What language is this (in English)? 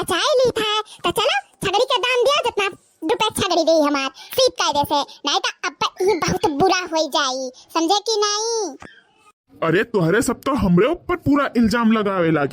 Awadhi